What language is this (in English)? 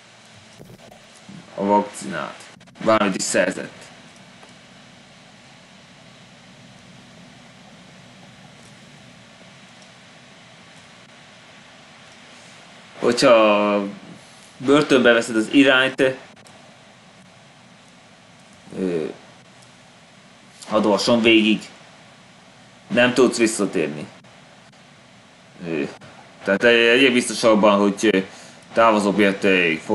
Hungarian